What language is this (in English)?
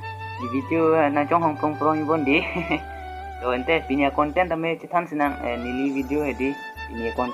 Karbi